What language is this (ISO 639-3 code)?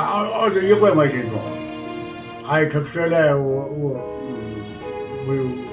new